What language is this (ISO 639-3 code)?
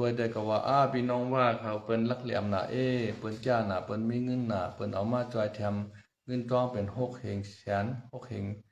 shn